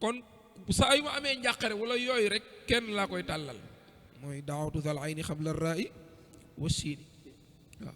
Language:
Wolof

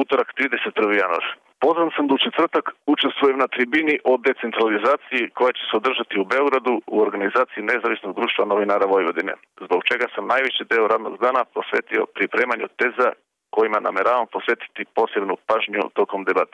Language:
Serbian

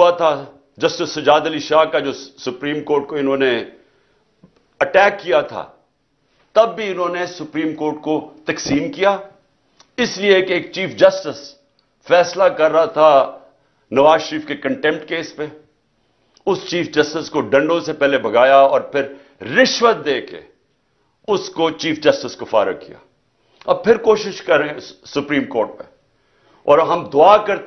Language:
Urdu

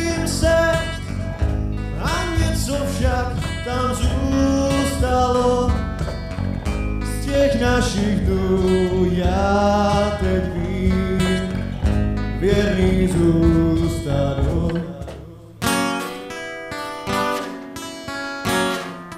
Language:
Czech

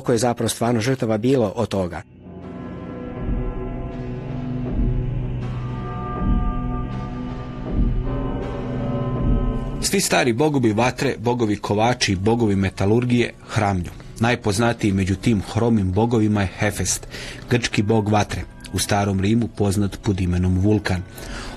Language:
Croatian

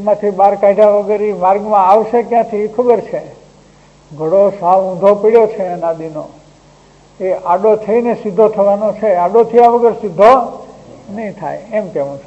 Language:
Gujarati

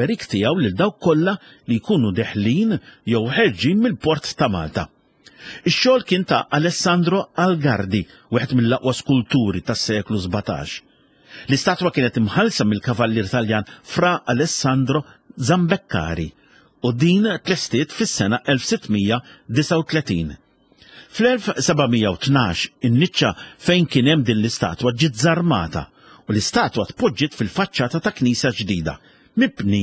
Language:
Maltese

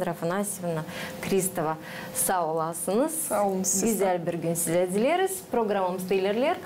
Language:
Gagauz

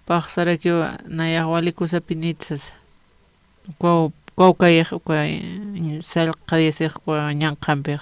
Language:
Aymara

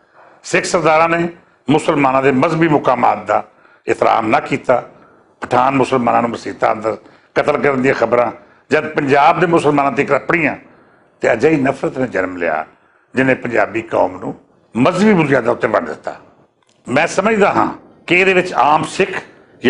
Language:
Western Panjabi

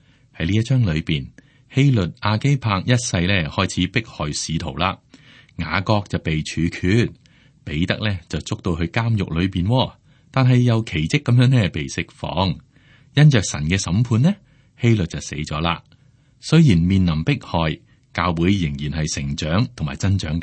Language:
Cantonese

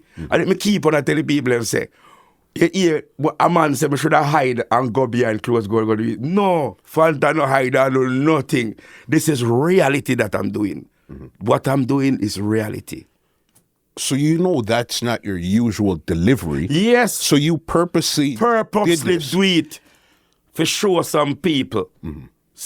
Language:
Jamaican Creole English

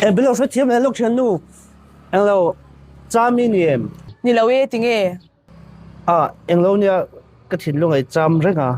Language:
Mizo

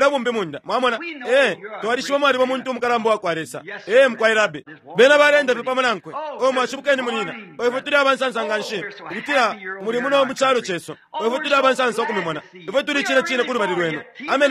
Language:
Bemba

